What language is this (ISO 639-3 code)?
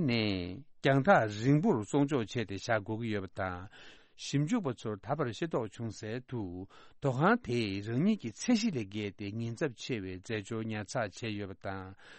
bod